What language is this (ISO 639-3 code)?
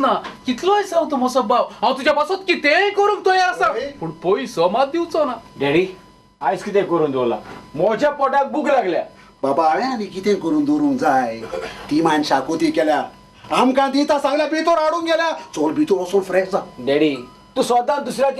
kok